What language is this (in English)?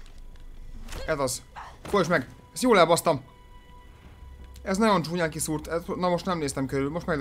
Hungarian